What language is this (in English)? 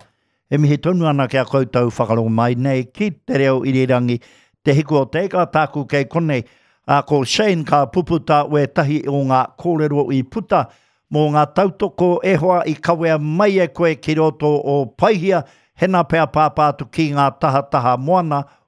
Māori